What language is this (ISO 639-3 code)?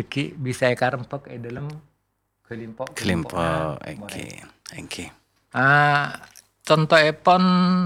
mad